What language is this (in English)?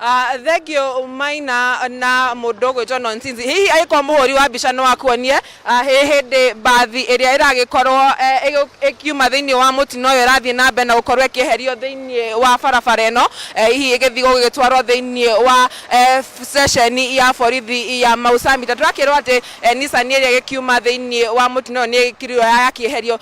Kikuyu